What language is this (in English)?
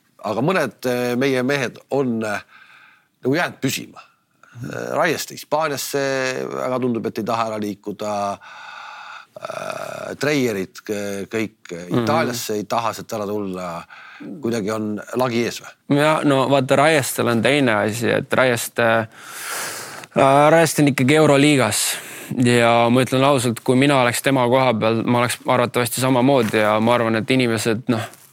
Estonian